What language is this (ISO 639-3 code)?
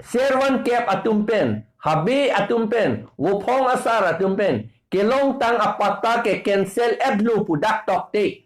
mjw